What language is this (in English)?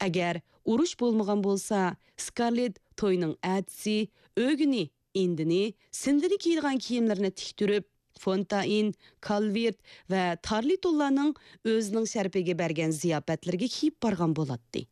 Uyghur